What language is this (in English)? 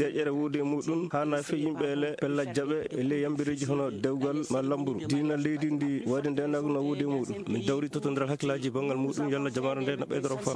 Maasina Fulfulde